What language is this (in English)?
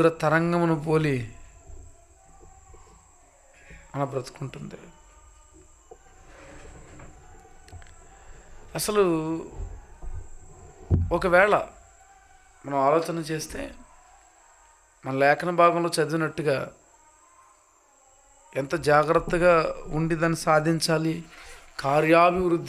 Telugu